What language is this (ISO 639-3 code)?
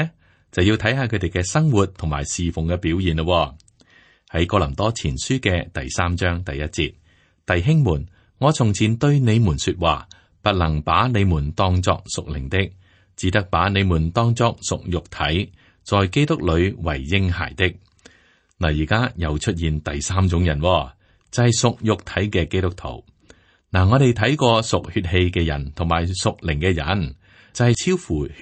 yue